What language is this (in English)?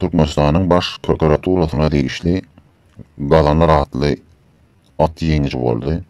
Turkmen